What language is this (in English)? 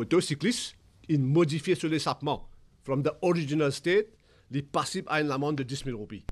Morisyen